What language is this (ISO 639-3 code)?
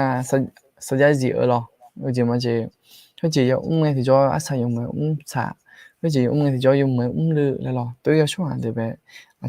ahk